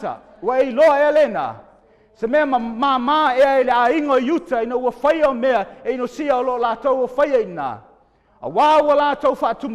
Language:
Samoan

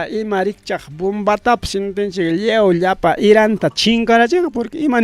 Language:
Ayacucho Quechua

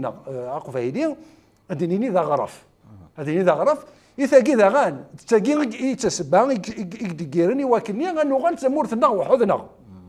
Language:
Kabyle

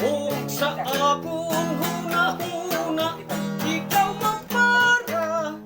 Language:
Waray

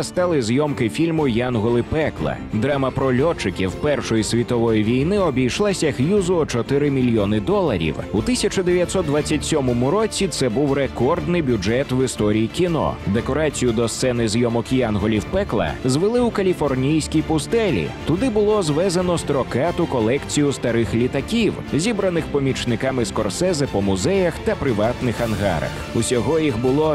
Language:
Ukrainian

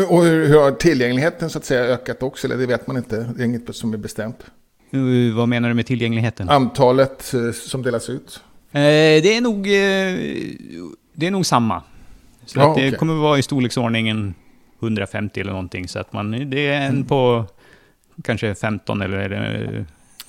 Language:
Swedish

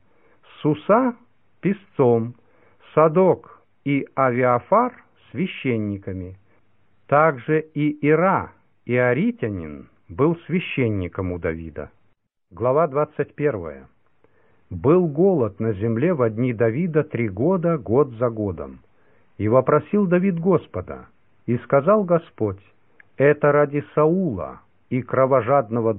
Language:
Russian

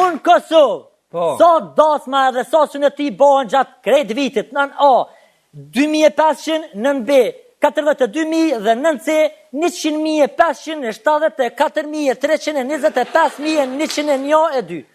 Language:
Albanian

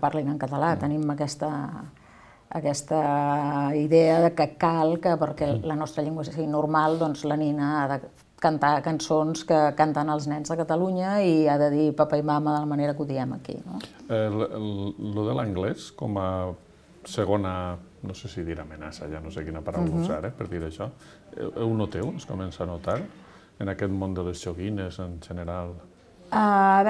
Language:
Catalan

